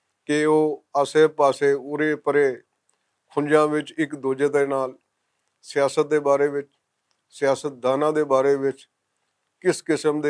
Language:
Western Panjabi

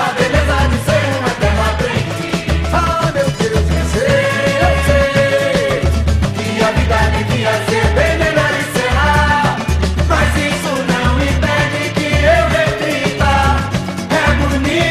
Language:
Portuguese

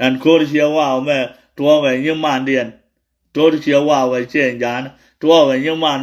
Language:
Nuer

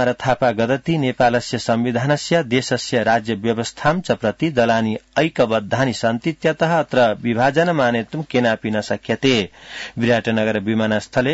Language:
Sanskrit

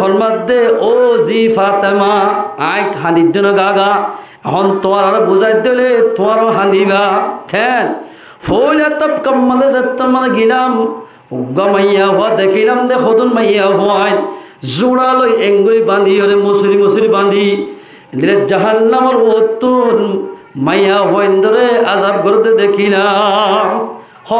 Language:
Rohingya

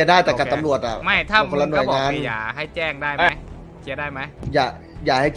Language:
Thai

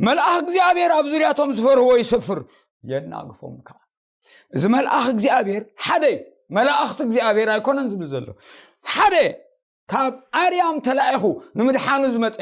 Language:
Tigrinya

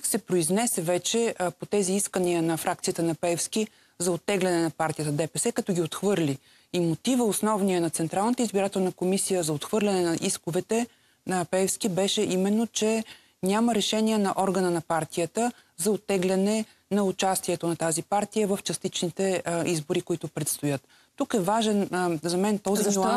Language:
Bulgarian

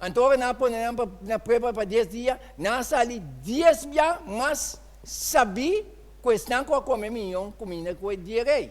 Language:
Papiamento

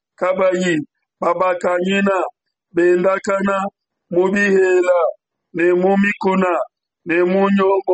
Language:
Luba-Lulua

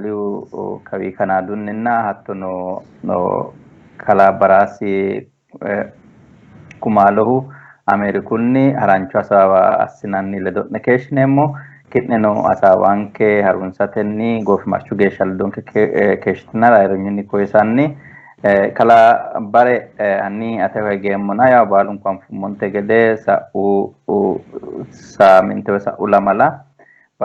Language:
Sidamo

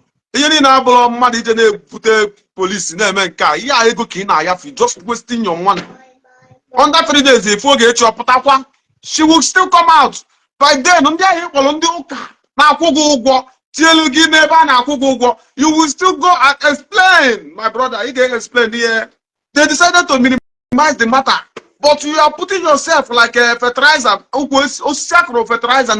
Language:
Igbo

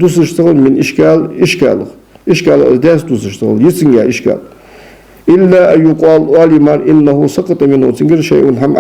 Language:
Ingush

